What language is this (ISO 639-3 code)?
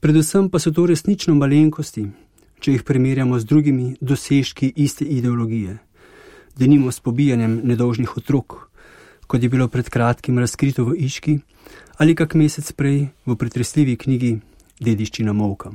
slv